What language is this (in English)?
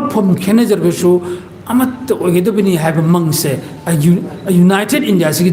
Manipuri